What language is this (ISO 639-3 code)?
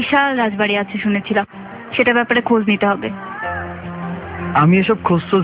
ben